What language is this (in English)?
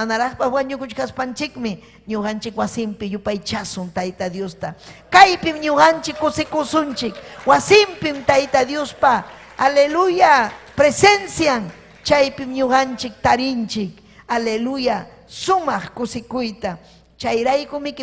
Ayacucho Quechua